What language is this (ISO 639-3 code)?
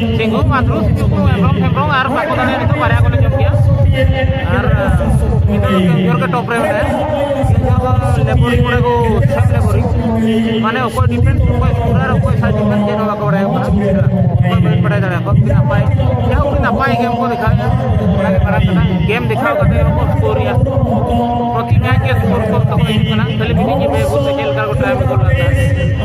sat